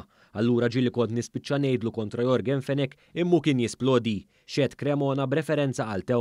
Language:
Maltese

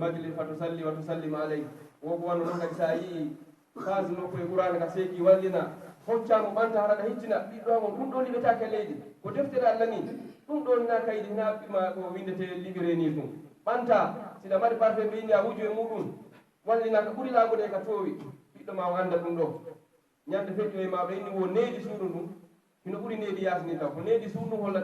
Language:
Pular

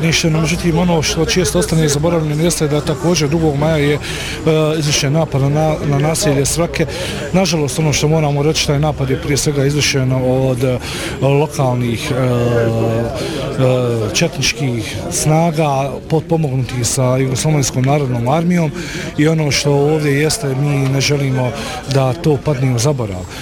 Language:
Bosnian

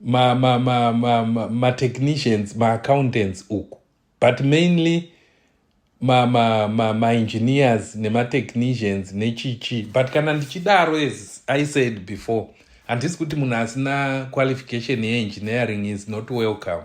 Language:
Shona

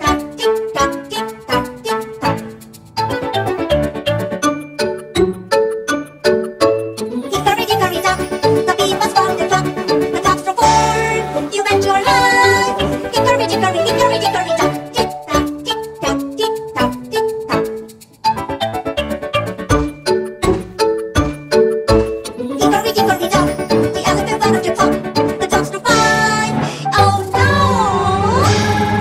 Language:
English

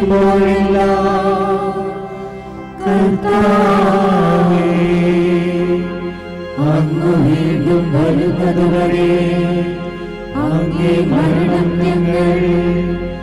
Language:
Malayalam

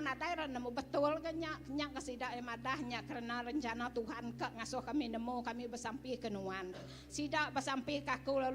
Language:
Iban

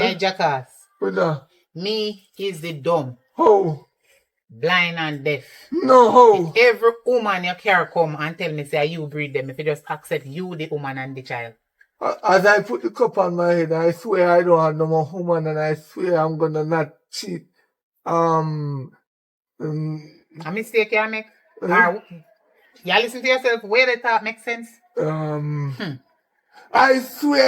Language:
Jamaican Creole English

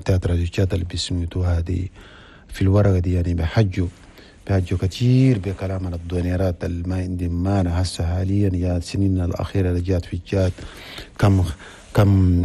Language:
Chadian Arabic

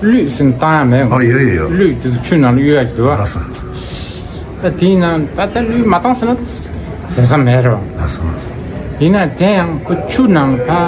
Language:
Tibetan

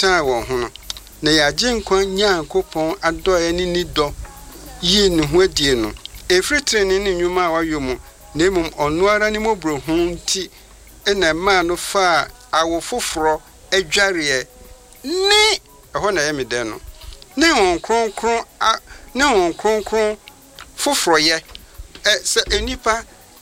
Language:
Akan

